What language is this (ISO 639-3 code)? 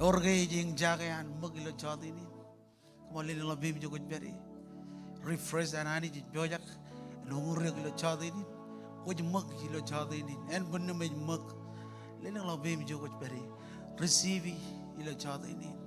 mah